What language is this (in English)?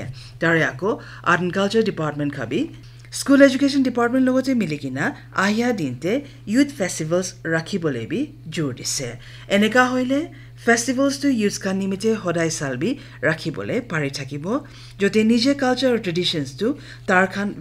Naga Pidgin